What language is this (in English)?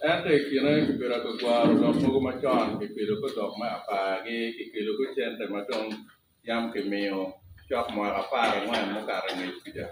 Acoli